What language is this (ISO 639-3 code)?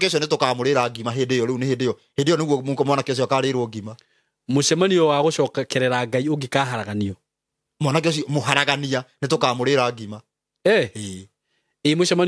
kik